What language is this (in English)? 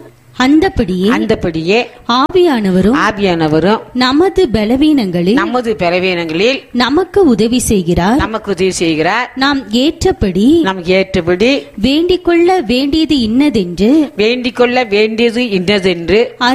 Tamil